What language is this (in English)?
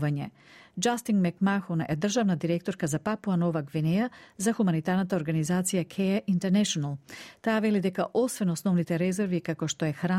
Macedonian